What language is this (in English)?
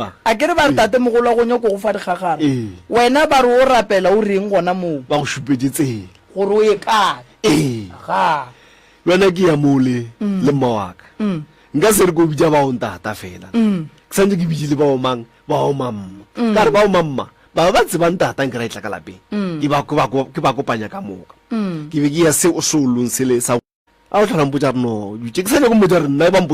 Northern Sotho